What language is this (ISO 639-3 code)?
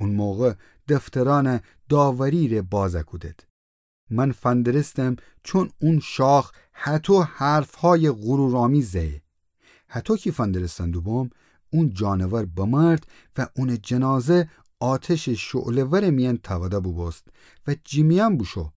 glk